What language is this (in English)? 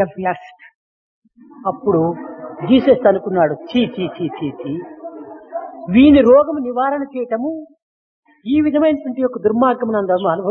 Telugu